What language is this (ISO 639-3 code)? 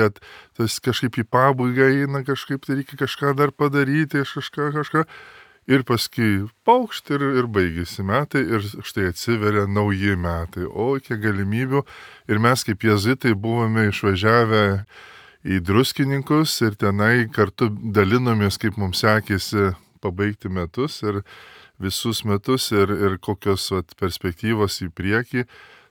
lit